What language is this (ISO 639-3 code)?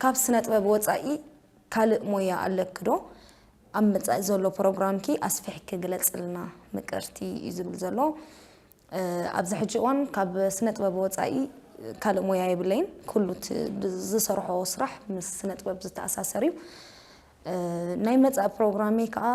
tir